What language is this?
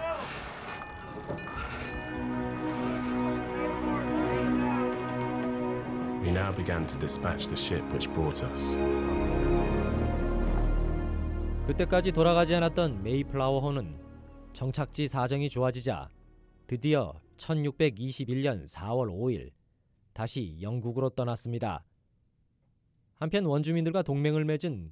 Korean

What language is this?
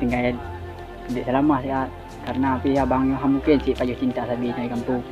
Achinese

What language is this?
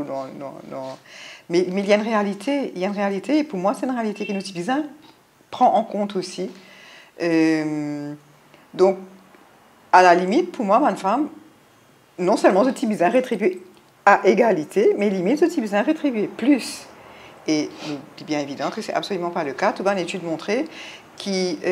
Morisyen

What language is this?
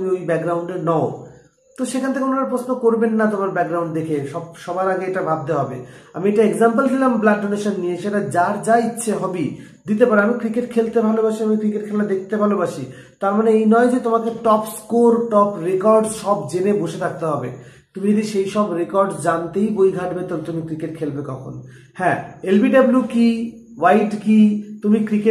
Bangla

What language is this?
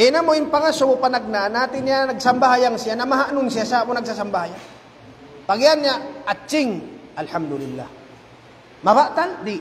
Tausug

